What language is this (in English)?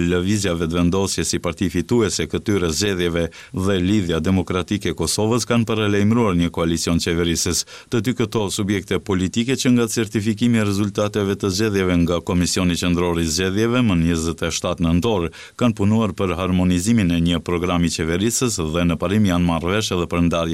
Albanian